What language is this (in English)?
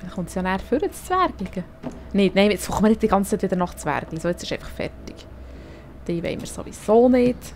Swiss German